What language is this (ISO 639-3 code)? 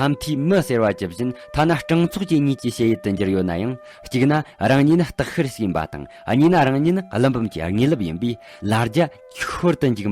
bod